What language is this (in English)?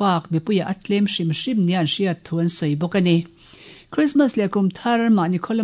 Mizo